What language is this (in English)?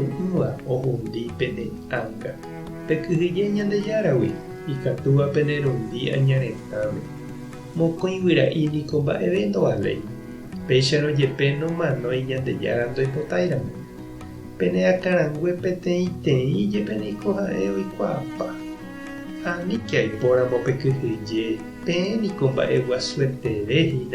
Guarani